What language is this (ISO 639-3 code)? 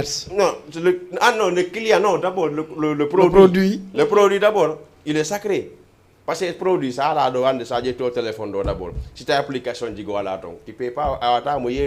ful